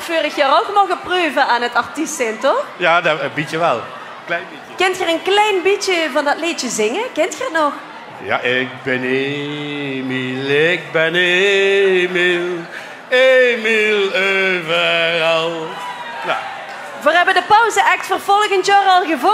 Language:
Limburgish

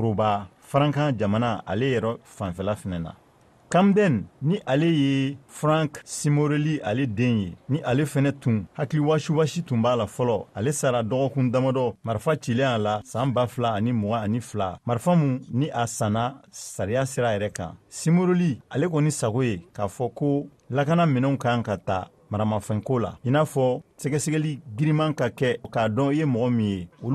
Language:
Bambara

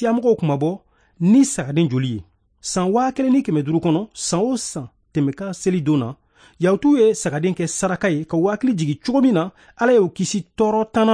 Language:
Bambara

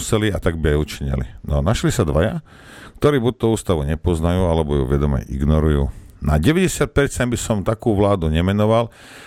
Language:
Slovak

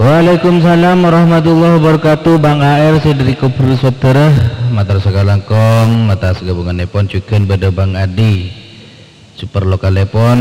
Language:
Madurese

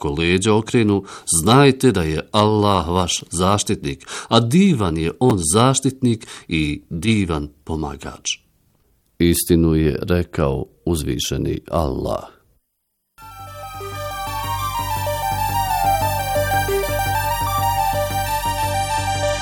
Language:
Bosnian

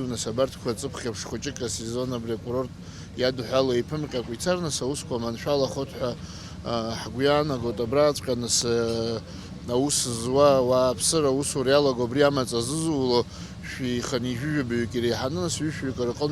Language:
Abkhazian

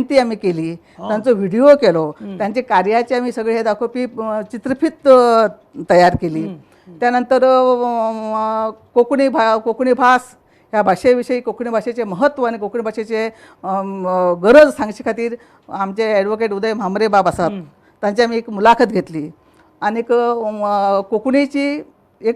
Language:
Konkani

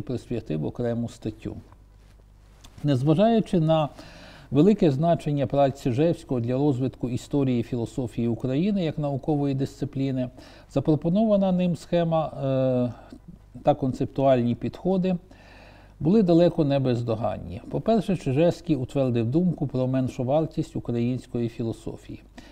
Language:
Ukrainian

